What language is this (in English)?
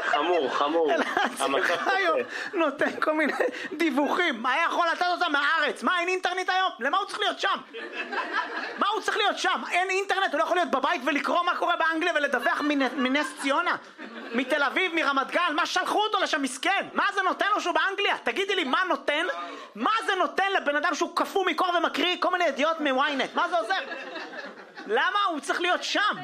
Hebrew